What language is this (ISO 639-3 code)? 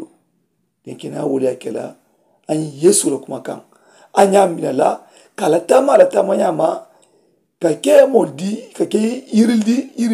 man